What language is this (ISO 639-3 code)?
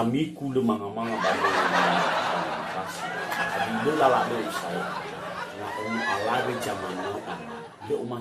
nia